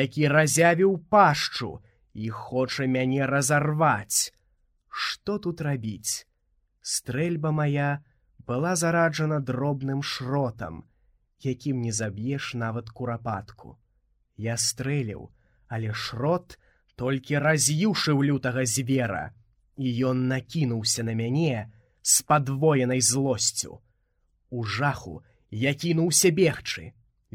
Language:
Belarusian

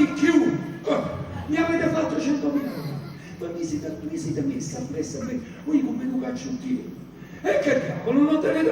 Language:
Neapolitan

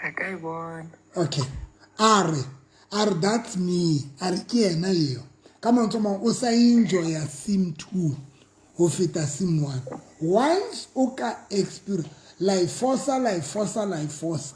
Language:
Southern Sotho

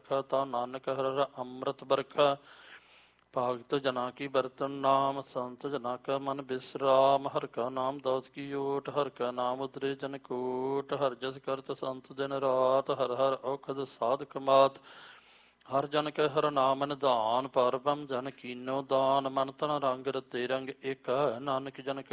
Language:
Punjabi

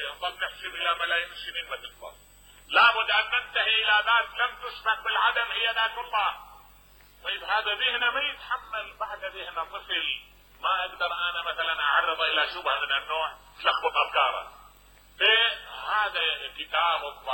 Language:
Mesopotamian Arabic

